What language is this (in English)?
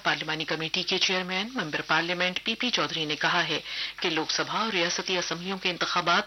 Urdu